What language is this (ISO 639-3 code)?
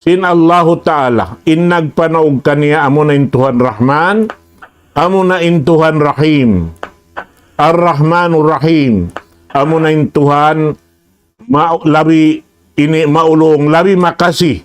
tsg